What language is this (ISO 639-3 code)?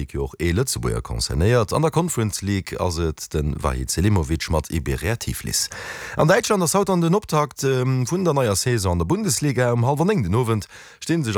ltz